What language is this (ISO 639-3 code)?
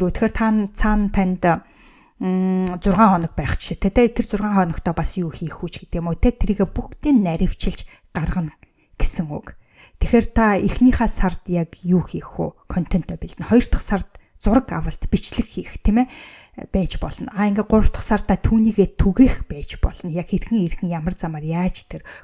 mon